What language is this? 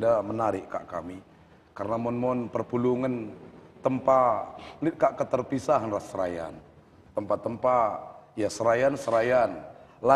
Batak Karo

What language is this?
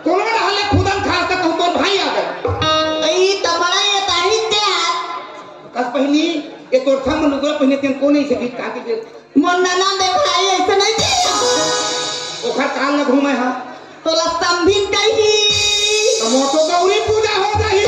Chhattisgarhi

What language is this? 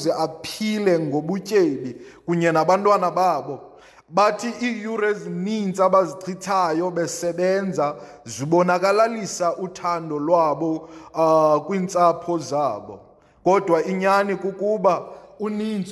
Xhosa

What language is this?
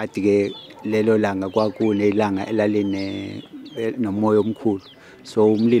Zulu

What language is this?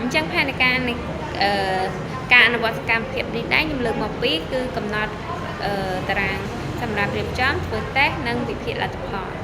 Khmer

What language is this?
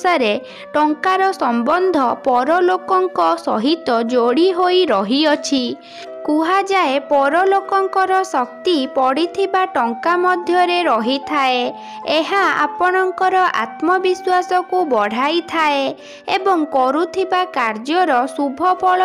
Odia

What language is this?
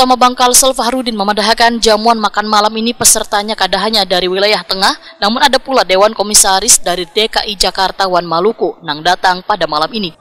Banjar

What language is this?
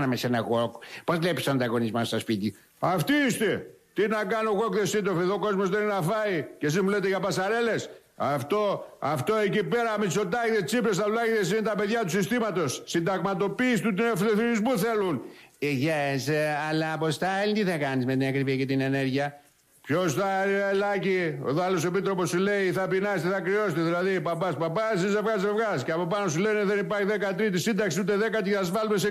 Greek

